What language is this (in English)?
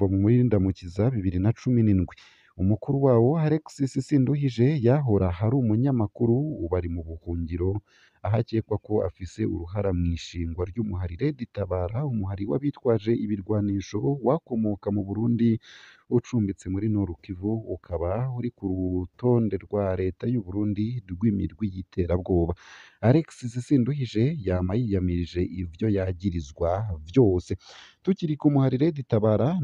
Rundi